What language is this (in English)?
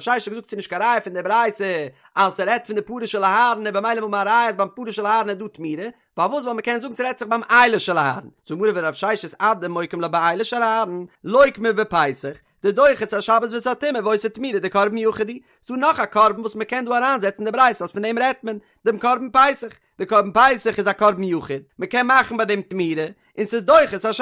Yiddish